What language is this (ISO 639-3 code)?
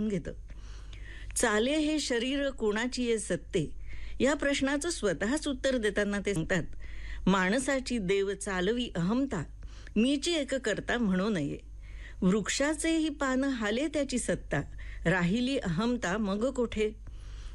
mar